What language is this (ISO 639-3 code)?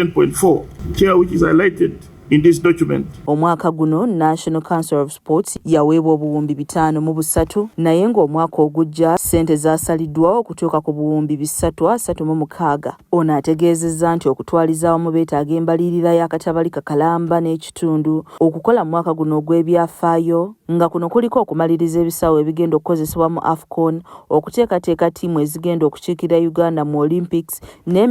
lug